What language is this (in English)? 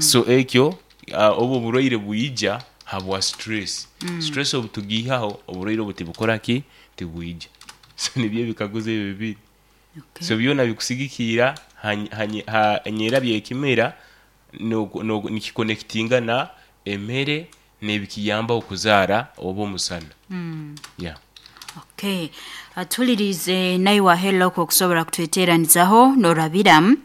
Nyoro